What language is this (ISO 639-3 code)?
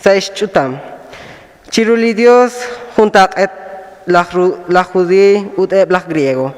kek